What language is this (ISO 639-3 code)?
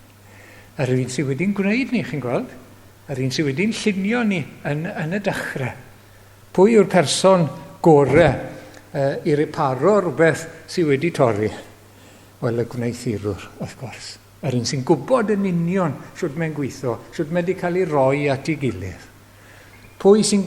cym